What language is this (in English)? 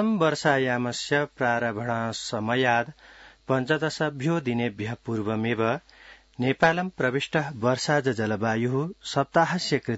Sanskrit